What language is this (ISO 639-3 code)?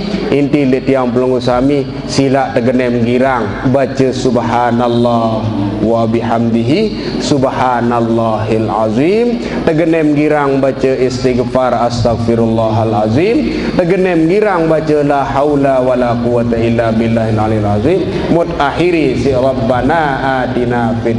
sas